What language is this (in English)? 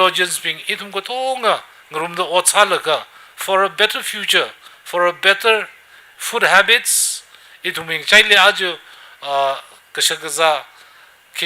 Tangkhul Naga (India)